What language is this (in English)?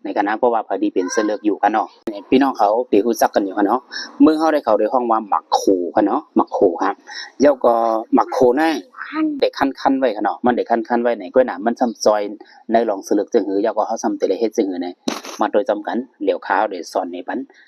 Shan